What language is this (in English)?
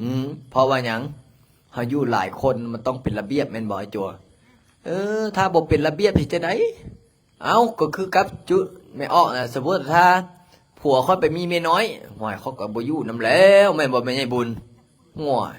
Lao